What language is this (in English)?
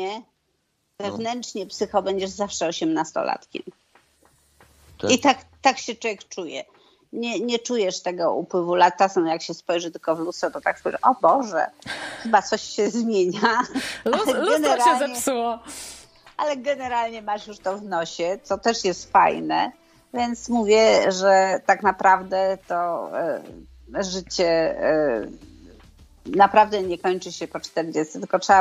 Polish